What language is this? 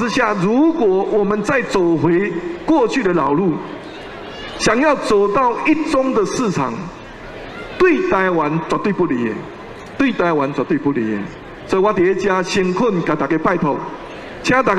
Min Nan Chinese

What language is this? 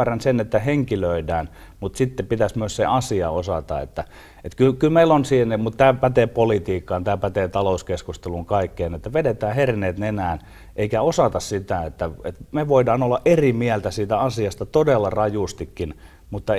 Finnish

